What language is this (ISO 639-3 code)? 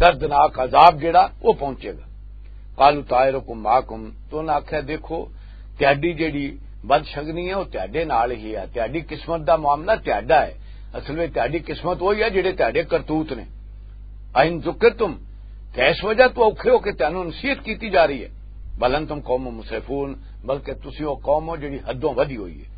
lah